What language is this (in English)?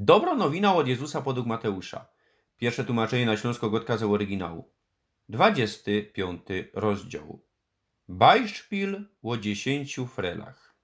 Silesian